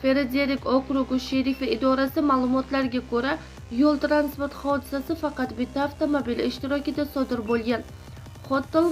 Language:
Uzbek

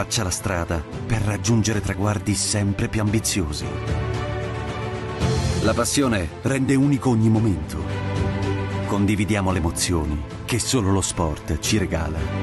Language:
Italian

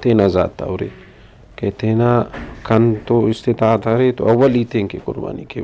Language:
Brahui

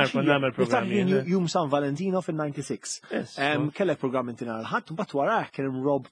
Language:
Maltese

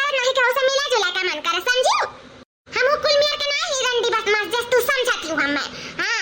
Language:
Awadhi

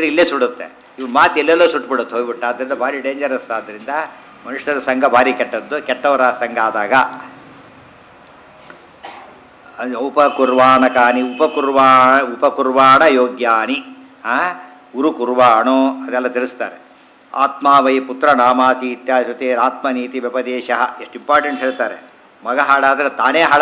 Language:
Kannada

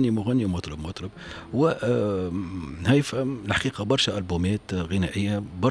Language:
Tunisian Arabic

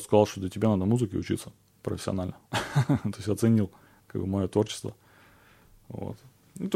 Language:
Russian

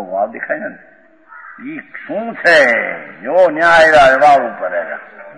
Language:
Gujarati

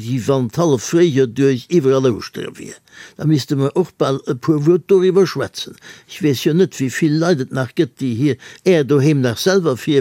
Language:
Luxembourgish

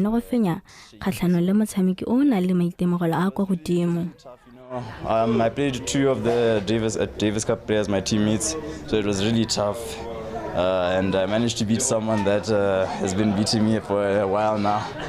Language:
Tswana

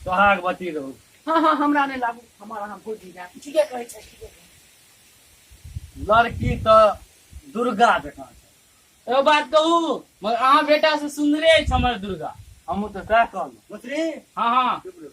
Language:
Maithili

